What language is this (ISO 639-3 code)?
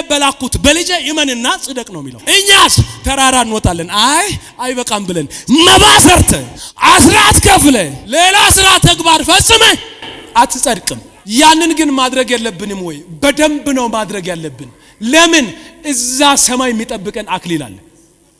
amh